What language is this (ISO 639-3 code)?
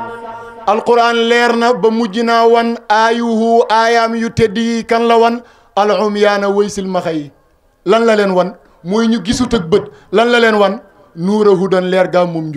wol